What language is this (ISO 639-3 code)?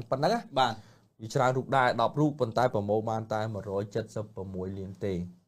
khm